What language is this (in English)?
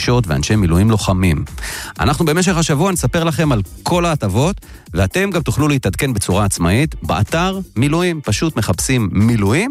Hebrew